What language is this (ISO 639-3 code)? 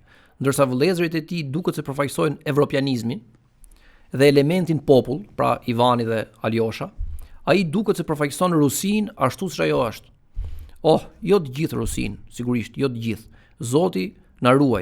sqi